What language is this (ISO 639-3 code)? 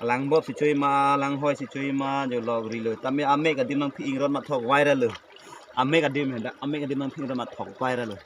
mjw